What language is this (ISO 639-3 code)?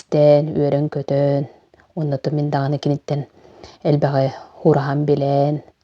sah